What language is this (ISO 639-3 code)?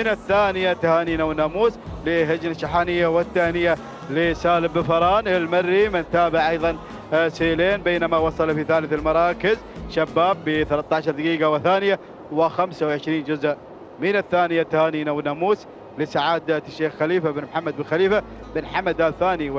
ara